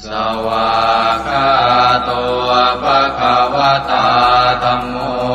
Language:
Pali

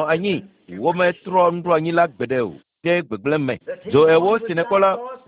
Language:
Ewe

